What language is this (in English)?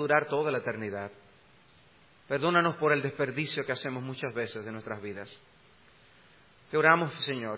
Spanish